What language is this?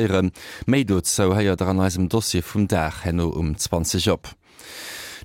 Luxembourgish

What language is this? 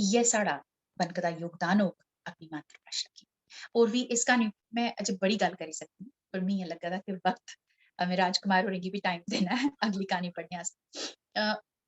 Dogri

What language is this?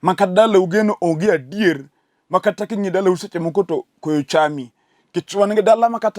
Luo (Kenya and Tanzania)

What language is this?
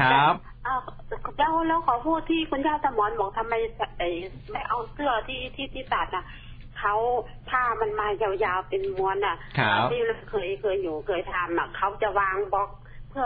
Thai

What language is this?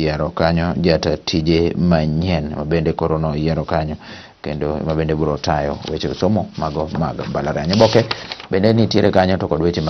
Luo (Kenya and Tanzania)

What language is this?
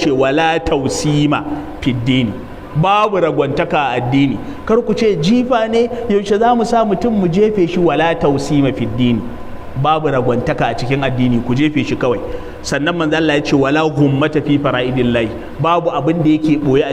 Hausa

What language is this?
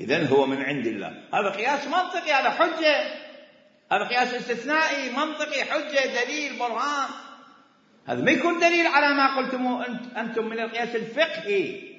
Mesopotamian Arabic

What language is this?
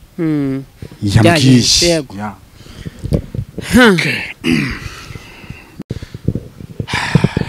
Kinyarwanda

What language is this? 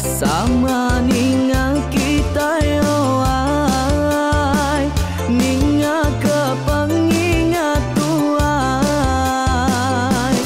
Iban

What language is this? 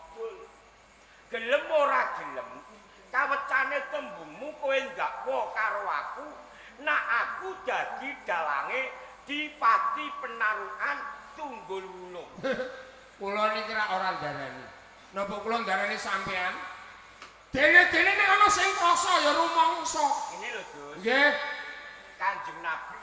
Javanese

